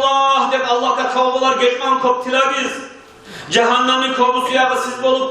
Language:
Kumyk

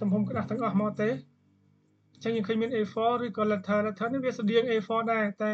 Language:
Khmer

